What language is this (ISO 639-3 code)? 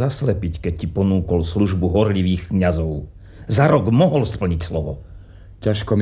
slk